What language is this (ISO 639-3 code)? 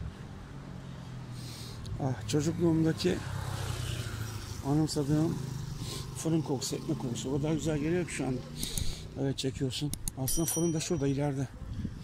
tur